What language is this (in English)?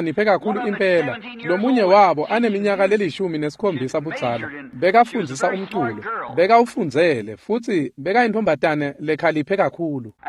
Swati